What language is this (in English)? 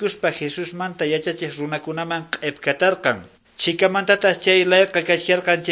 Quechua